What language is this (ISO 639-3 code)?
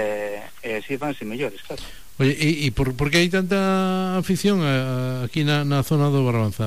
glg